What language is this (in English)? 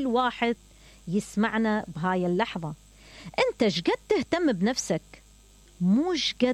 Mesopotamian Arabic